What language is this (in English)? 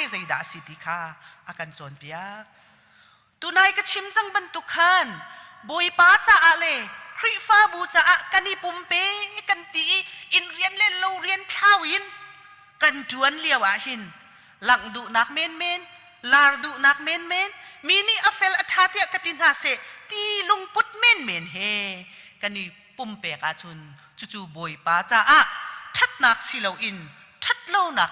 Hakha Chin